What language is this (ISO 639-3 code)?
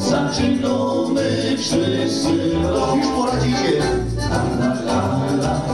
szl